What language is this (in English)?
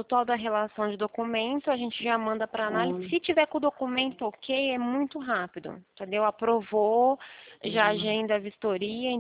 Portuguese